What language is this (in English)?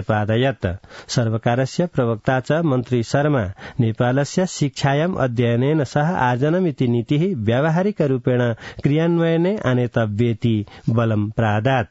Sanskrit